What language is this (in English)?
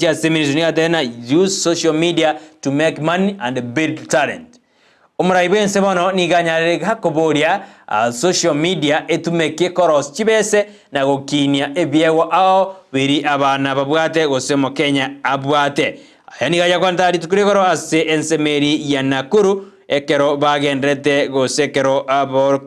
Gusii